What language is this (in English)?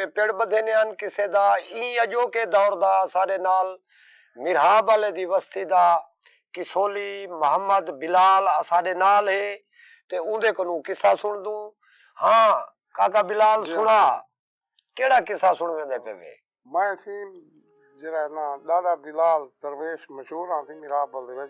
Saraiki